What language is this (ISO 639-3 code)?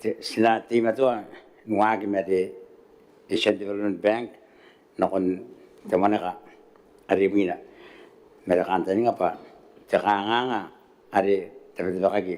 gil